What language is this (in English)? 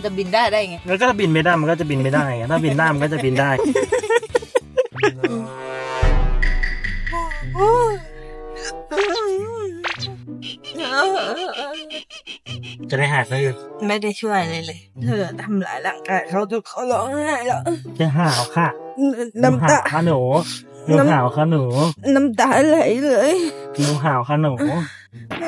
Thai